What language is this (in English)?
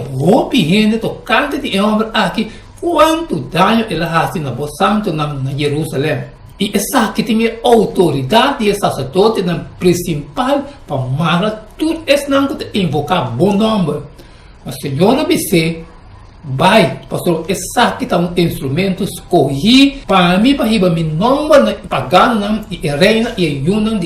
Papiamento